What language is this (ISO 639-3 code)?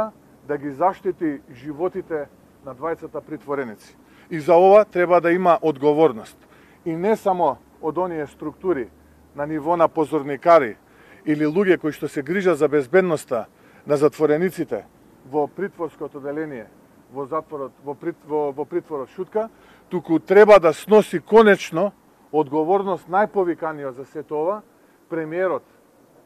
mkd